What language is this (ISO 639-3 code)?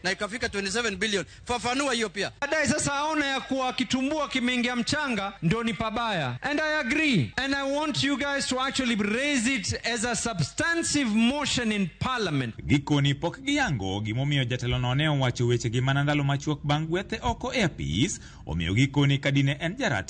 luo